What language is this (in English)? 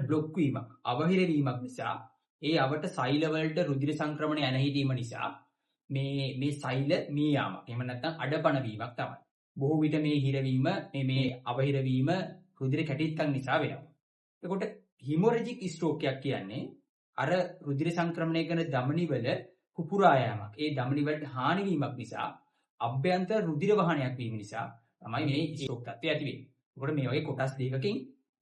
Sinhala